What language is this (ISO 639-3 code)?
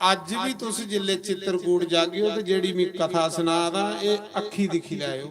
doi